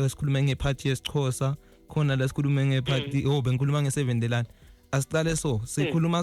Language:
Zulu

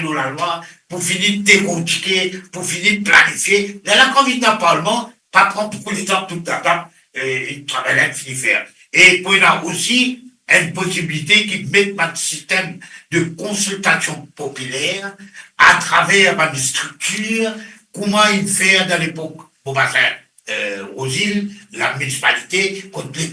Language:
Morisyen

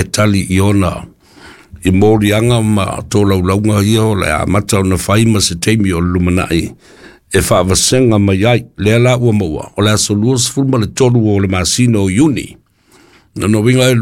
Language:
Samoan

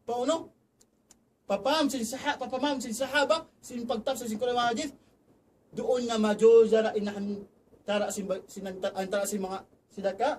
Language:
Tausug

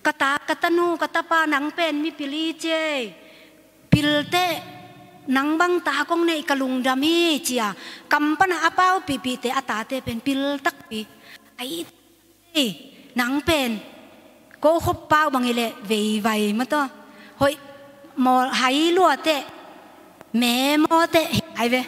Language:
Tedim Chin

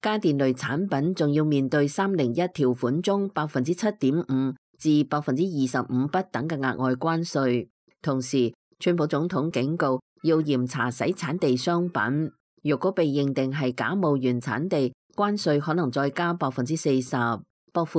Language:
Cantonese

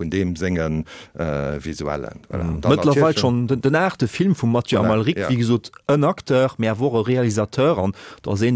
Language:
Luxembourgish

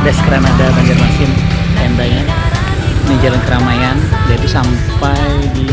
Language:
Banjar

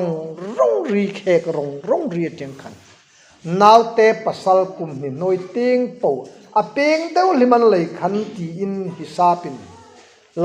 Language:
Hmar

